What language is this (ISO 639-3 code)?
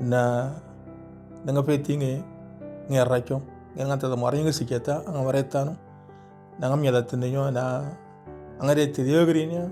mor